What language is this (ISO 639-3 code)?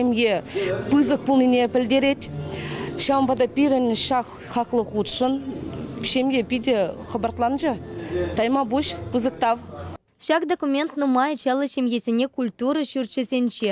chv